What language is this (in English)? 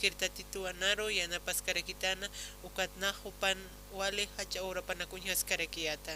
Aymara